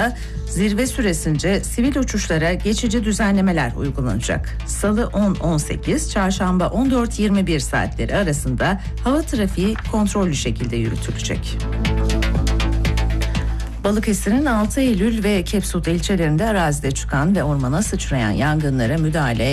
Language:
Turkish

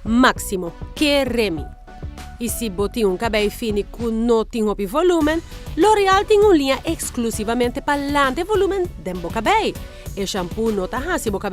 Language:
Papiamento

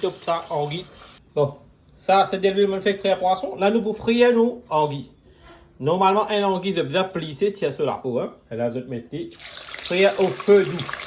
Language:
Morisyen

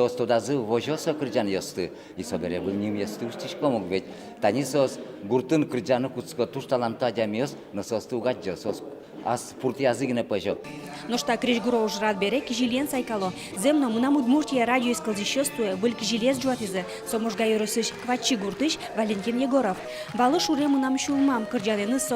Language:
Udmurt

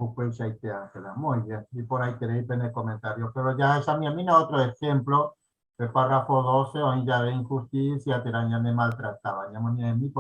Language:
Guarani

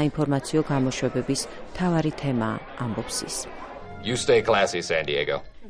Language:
Georgian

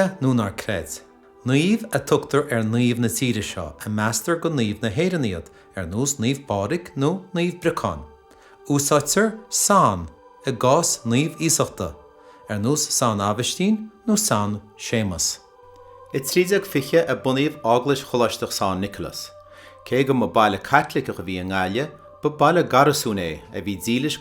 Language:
Irish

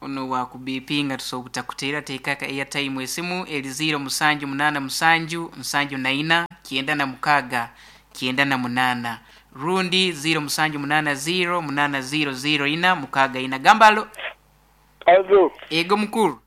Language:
Nyoro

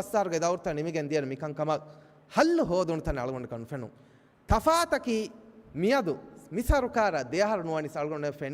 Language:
Divehi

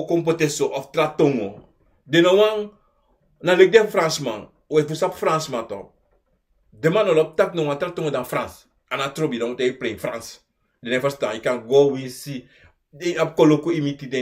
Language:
Sranan Tongo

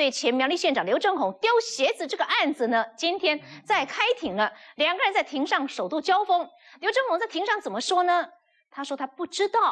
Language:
Chinese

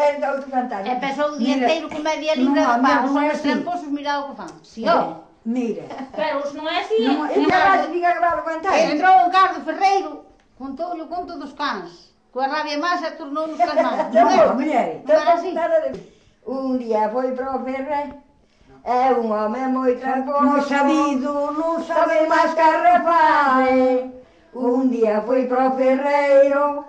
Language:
Galician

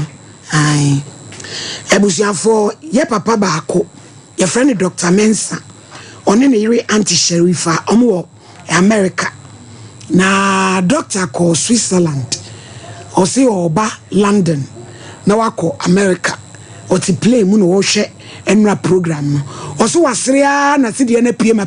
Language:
Akan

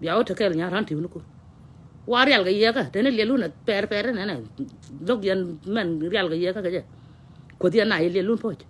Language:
Nuer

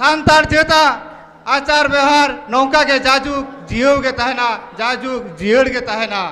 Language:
Santali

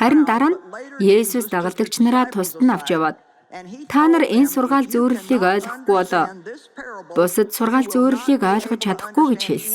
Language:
Mongolian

